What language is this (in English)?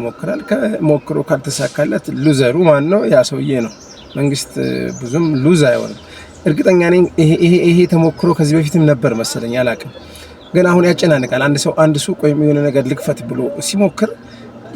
Amharic